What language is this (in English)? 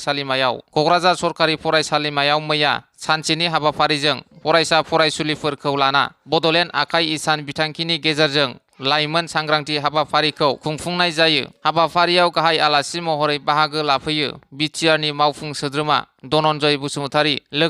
Bodo